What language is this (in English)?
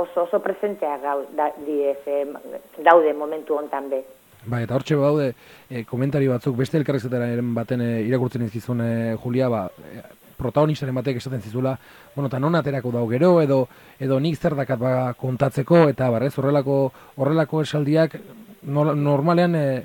Basque